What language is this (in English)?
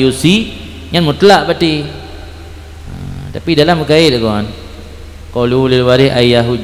Achinese